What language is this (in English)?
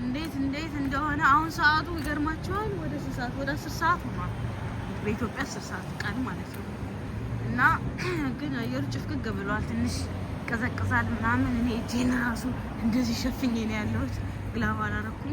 Amharic